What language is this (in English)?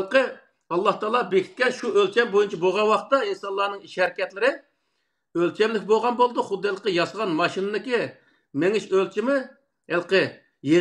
Uyghur